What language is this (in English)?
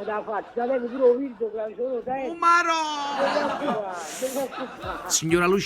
Neapolitan